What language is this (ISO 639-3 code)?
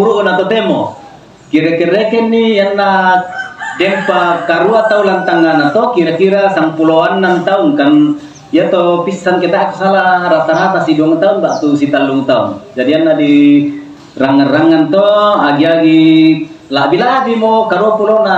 sda